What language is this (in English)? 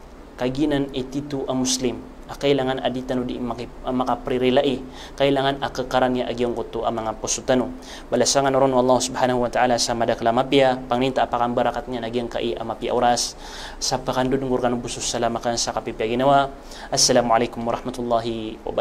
Maranao